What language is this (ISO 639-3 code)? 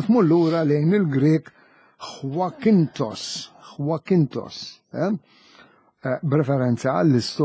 mlt